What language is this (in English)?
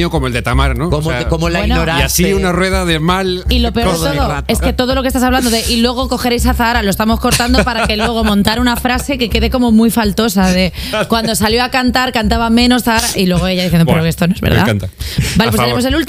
Spanish